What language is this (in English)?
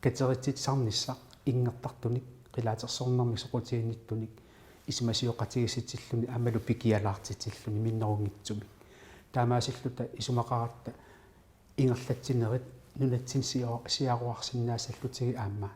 Kalaallisut